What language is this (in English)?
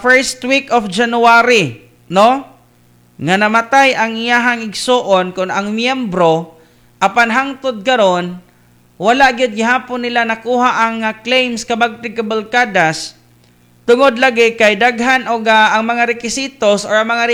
Cebuano